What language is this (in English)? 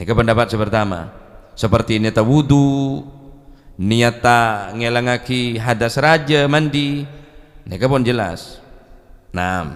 Madurese